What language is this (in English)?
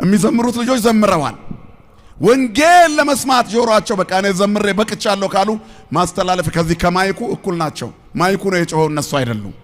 Amharic